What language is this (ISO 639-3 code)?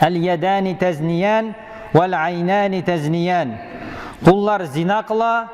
tat